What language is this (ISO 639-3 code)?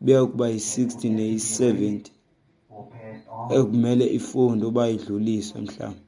xho